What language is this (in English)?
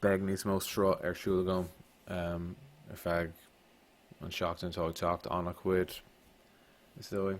Irish